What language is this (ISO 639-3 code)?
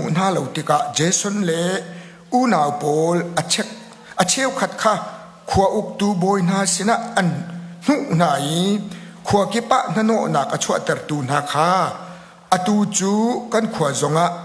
cnh